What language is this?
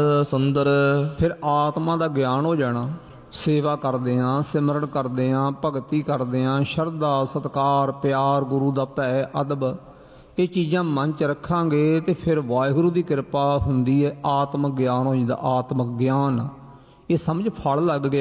Punjabi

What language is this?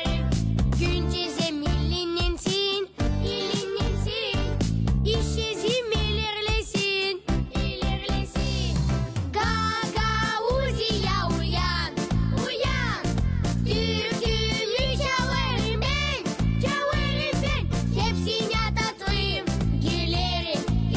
Gagauz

